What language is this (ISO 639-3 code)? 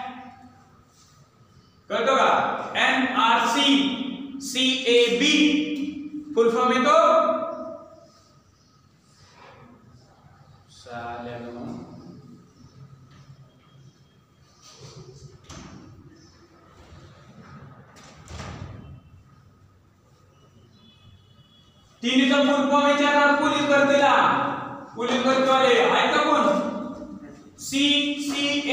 mar